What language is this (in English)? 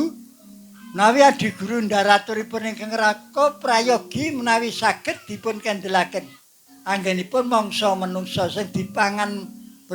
Javanese